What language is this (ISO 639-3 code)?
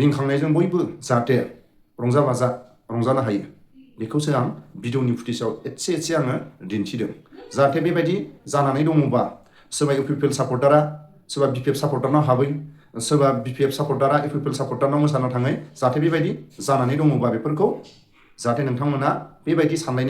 brx